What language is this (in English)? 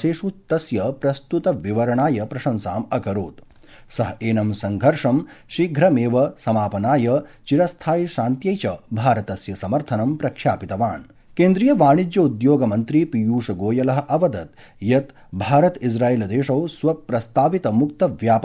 Sanskrit